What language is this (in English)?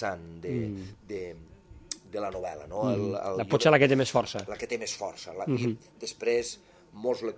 Catalan